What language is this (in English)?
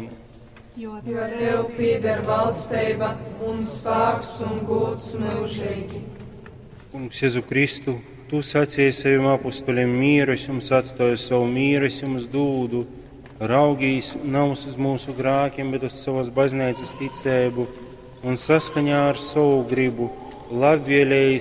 Latgalian